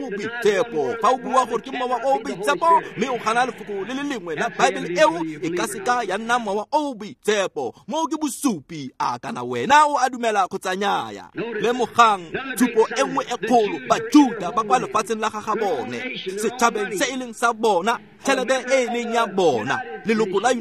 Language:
Tswana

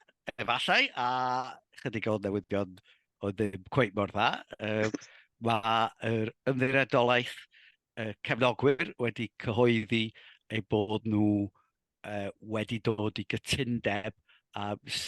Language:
Welsh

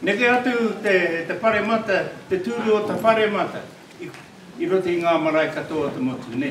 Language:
Māori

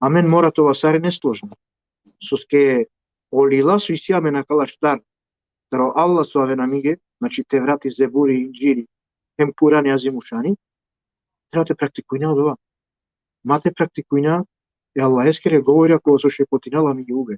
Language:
Balkan Romani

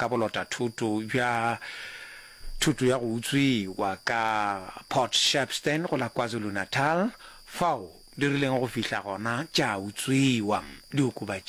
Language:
Northern Sotho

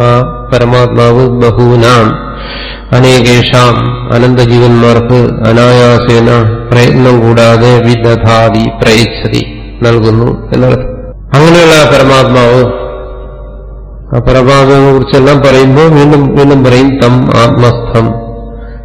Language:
Malayalam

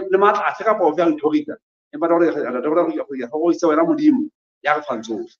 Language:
Southern Sotho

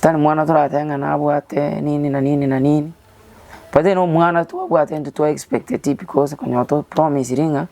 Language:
Gusii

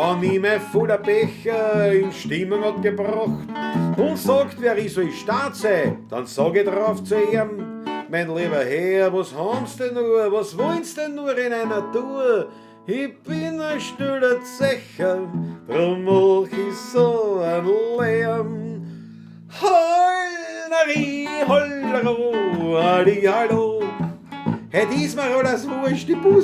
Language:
Bavarian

